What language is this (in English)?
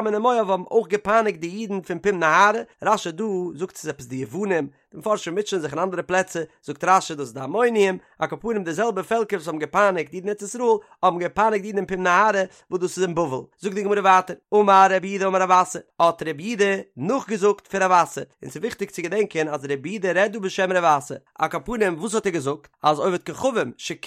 Yiddish